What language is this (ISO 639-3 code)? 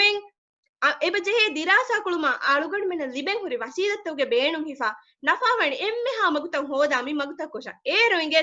div